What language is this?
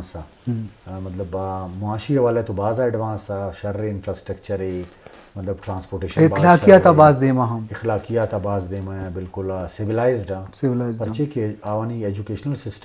Baluchi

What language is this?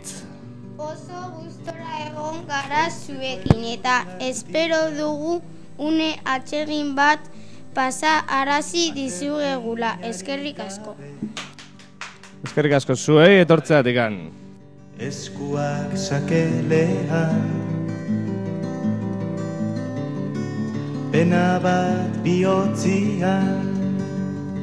Basque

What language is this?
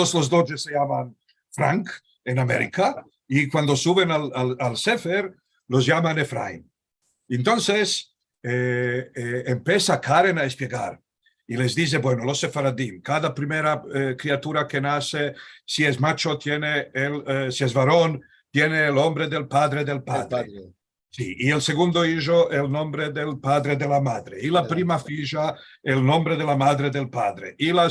Ladino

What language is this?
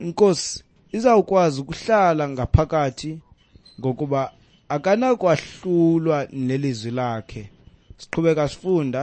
Xhosa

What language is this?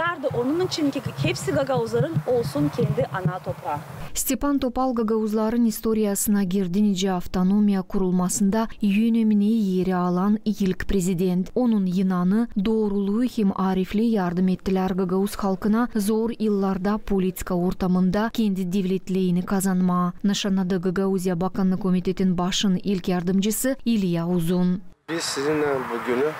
Gagauz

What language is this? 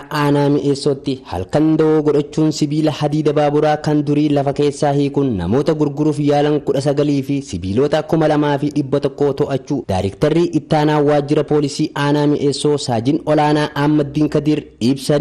Oromo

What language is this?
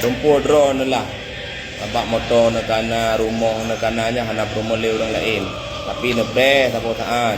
Achinese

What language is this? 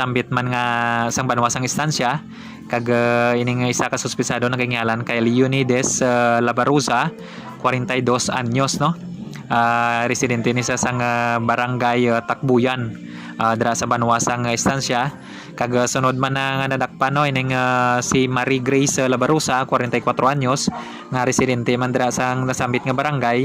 Hiligaynon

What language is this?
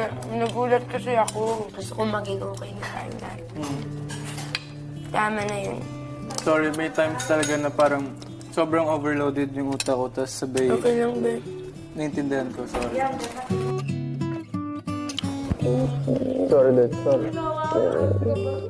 Filipino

